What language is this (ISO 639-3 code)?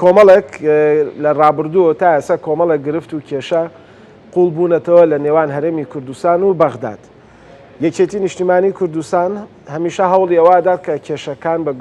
ckb